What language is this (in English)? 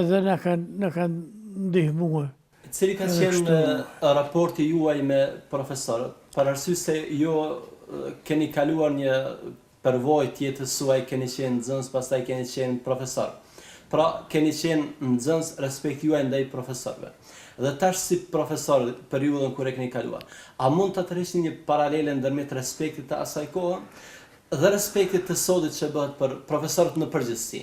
Albanian